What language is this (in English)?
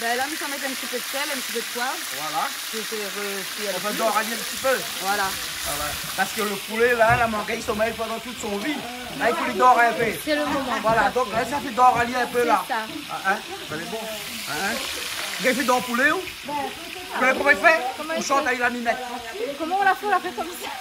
Réunion Creole French